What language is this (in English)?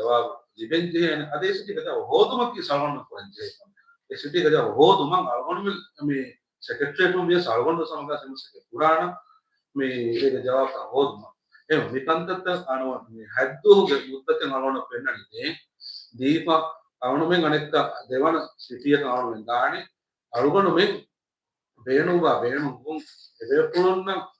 Divehi